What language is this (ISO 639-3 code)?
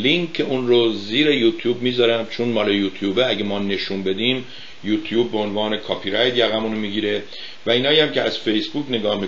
fas